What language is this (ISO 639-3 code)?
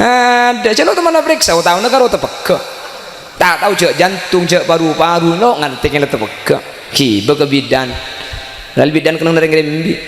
mad